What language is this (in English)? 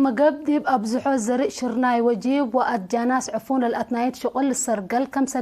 Tigre